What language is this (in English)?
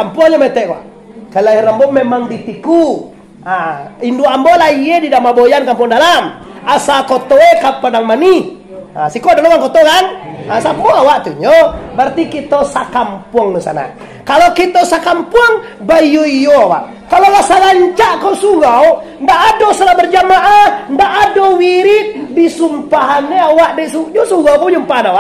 Minangkabau